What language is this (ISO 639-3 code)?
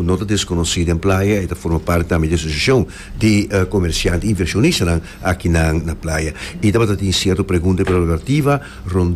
pap